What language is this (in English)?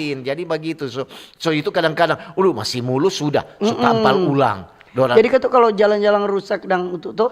Manado Malay